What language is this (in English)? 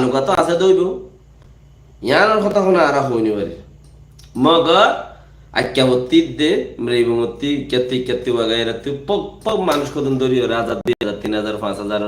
Rohingya